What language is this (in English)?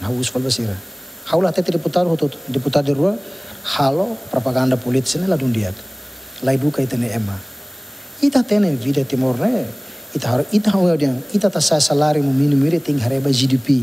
Tetum